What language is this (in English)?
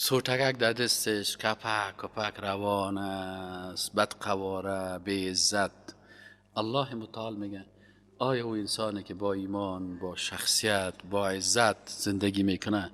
Persian